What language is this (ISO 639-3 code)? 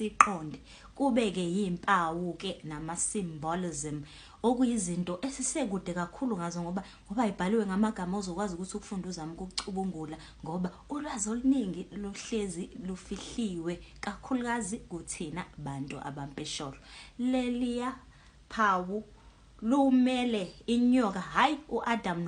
zul